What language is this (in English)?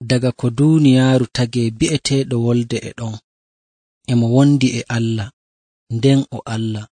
Nigerian Fulfulde